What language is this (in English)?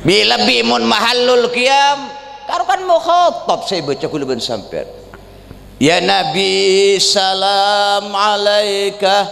Madurese